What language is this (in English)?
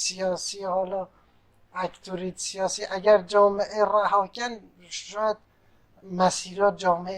Kurdish